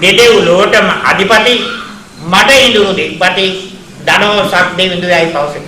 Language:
Sinhala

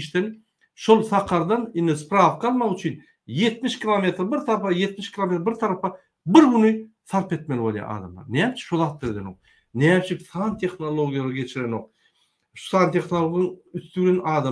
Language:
Turkmen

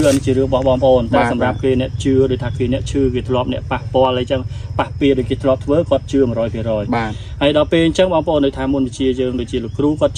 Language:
Khmer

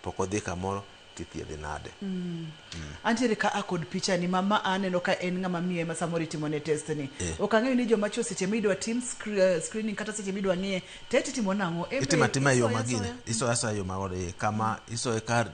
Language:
Luo (Kenya and Tanzania)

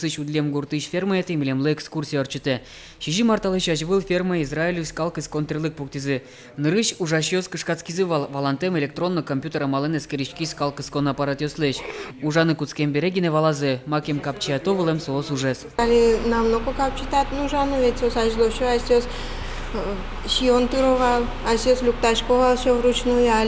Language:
Udmurt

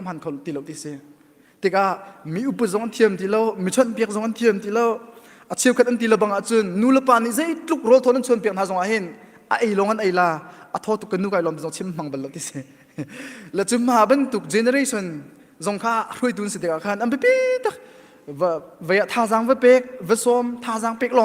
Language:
Hakha Chin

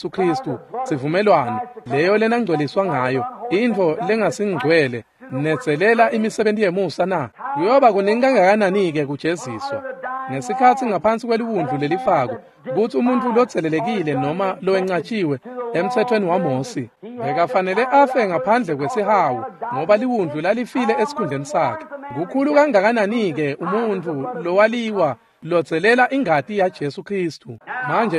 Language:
Swati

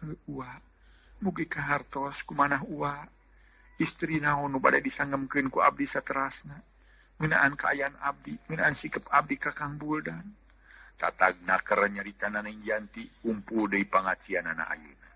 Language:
Sundanese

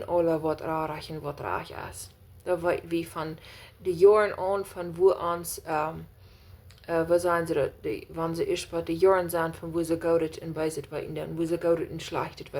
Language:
Plautdietsch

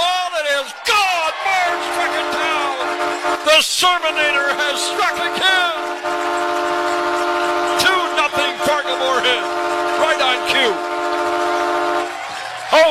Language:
English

